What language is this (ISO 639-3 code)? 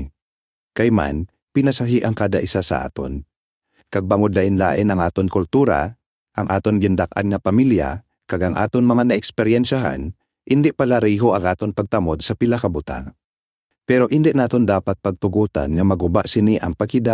hil